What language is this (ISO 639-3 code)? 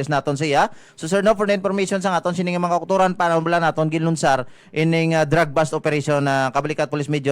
hil